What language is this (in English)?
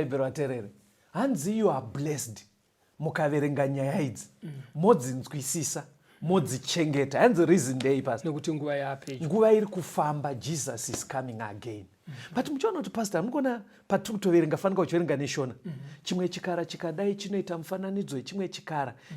Shona